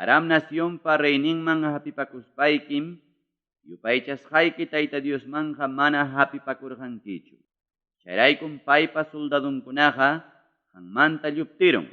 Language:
Ayacucho Quechua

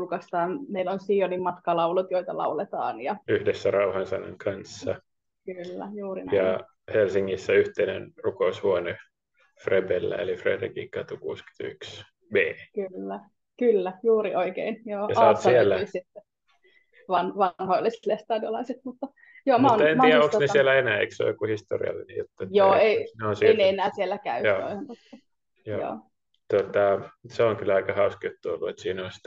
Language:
Finnish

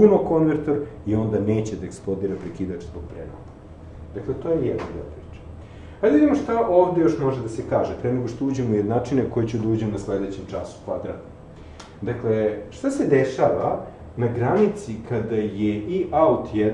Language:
Serbian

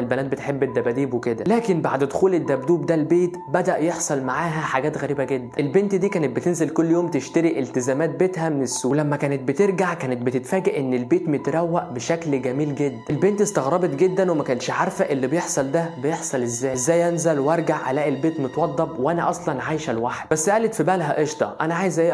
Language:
Egyptian Arabic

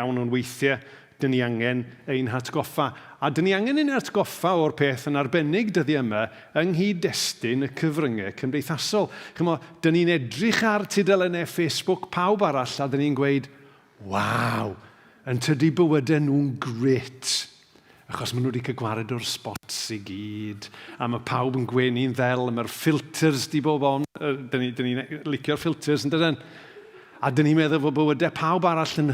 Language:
Welsh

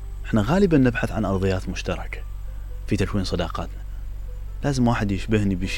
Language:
Mesopotamian Arabic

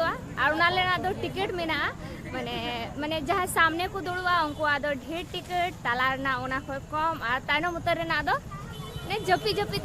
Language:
Santali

